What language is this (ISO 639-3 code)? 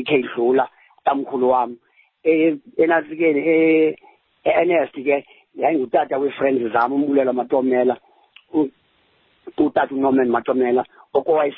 xho